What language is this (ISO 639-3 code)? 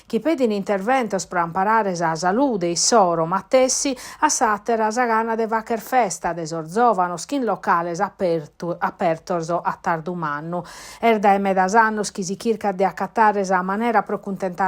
srd